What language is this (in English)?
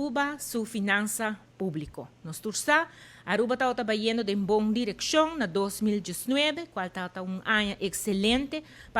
Papiamento